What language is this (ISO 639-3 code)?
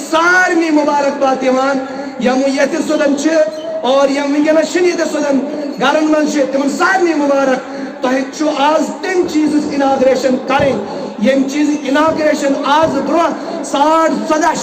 kas